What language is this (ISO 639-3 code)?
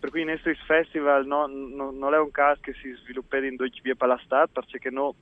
fur